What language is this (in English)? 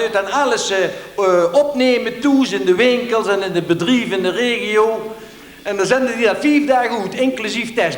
Limburgish